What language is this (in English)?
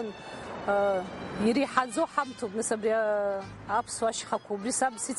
Abkhazian